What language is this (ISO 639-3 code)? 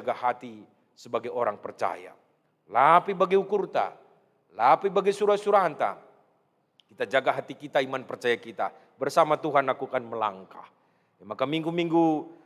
btx